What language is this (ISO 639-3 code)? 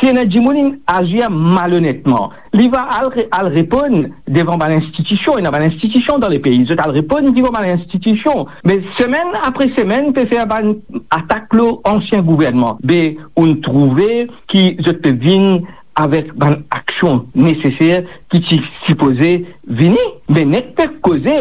mfe